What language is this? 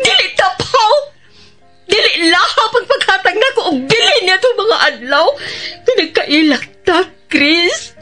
Cebuano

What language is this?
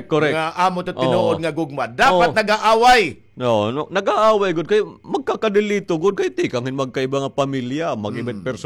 Waray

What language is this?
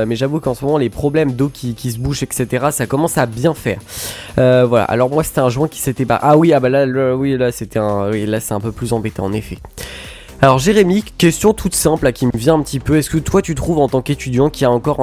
French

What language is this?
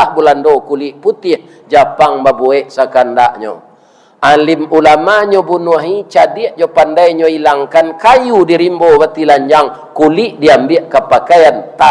Minangkabau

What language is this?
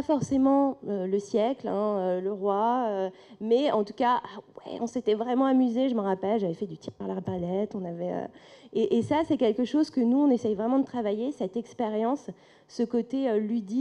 French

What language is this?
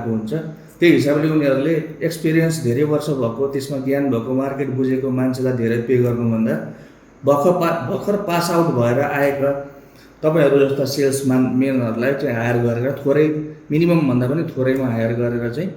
Nepali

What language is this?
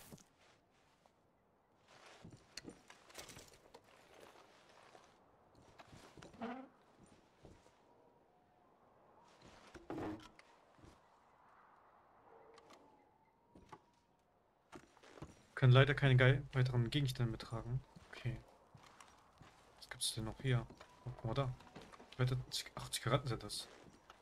German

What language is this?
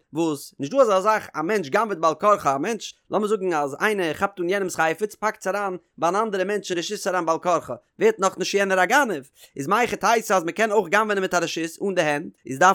Yiddish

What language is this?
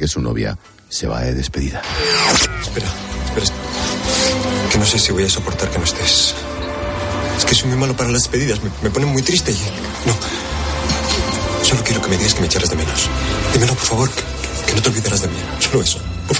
Spanish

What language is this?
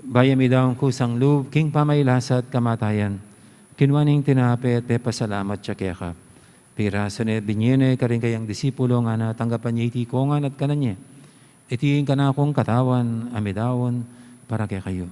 Pampanga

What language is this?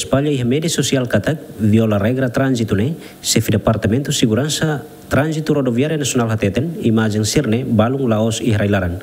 Tetum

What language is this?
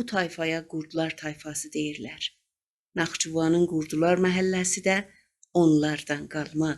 South Azerbaijani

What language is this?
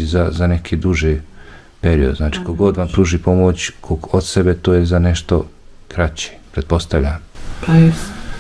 Bosnian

